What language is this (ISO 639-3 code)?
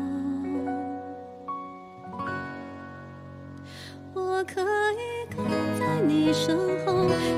zho